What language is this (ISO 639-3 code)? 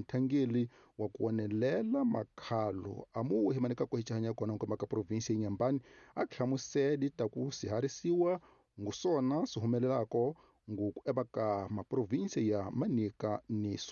tso